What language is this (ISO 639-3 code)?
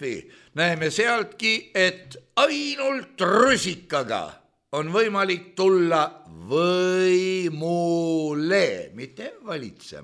est